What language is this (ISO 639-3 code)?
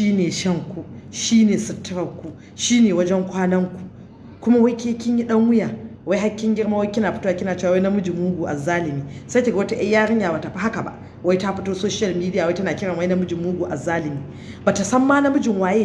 hau